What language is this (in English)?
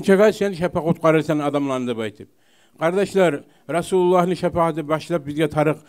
Kumyk